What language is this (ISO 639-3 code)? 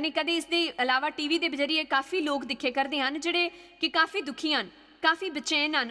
doi